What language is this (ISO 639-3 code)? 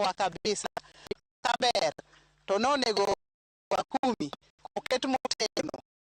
luo